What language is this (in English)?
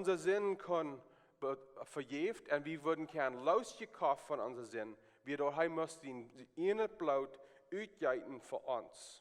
Plautdietsch